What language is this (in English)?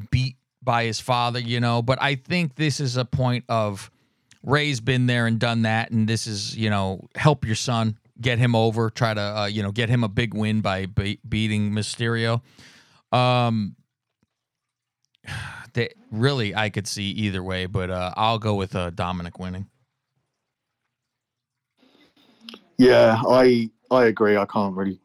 English